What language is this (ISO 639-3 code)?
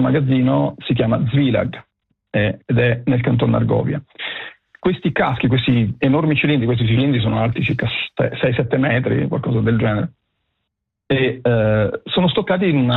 ita